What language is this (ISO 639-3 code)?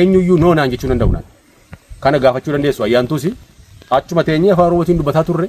orm